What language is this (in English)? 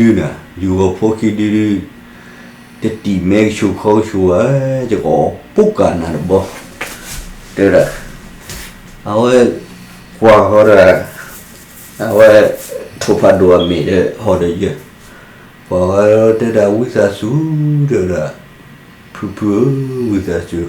S'gaw Karen